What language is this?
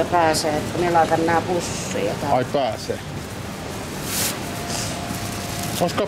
Finnish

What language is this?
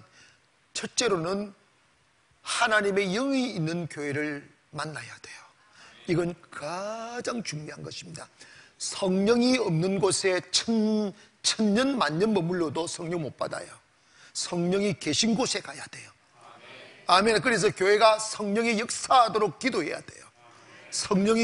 Korean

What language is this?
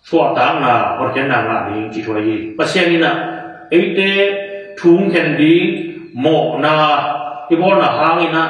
Tedim Chin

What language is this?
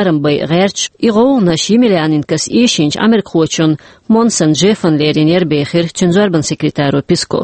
Chechen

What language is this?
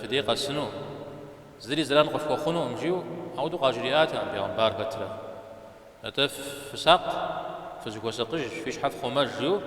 Kabardian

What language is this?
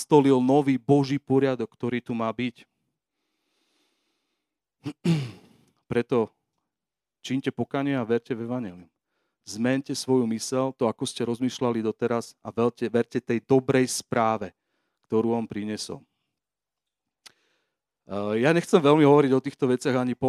Slovak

